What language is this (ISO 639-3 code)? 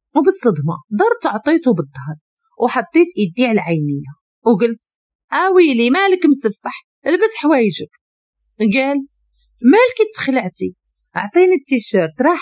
ary